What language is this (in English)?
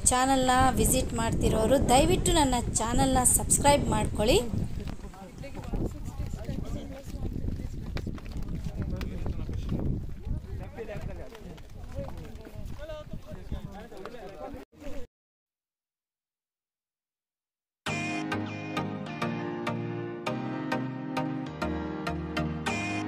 Kannada